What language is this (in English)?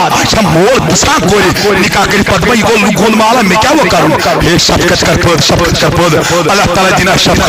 Kashmiri